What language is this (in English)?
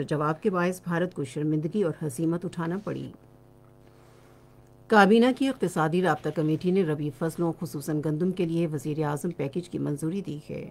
Urdu